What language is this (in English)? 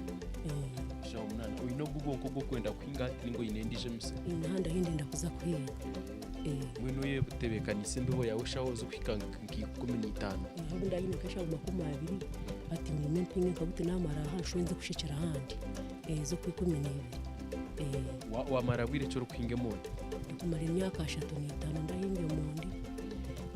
Nyankole